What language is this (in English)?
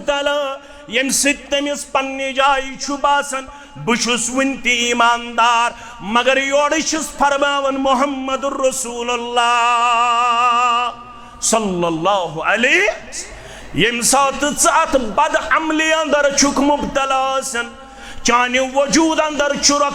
Kashmiri